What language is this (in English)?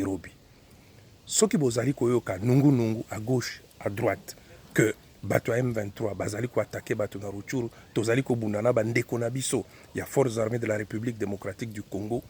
Lingala